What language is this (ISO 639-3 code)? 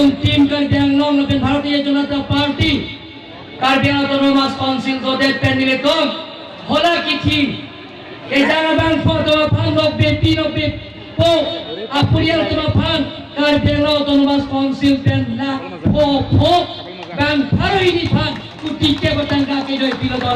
mjw